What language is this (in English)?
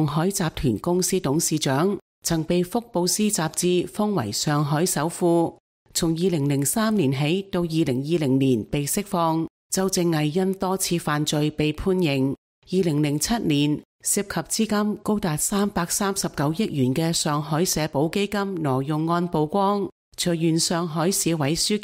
Cantonese